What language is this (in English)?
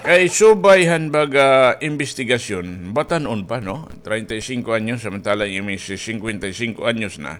Waray